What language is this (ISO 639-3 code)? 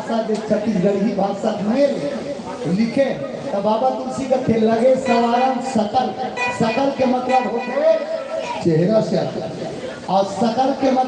hne